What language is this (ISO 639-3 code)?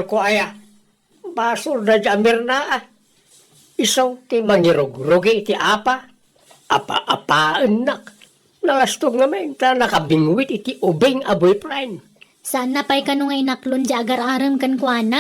ilo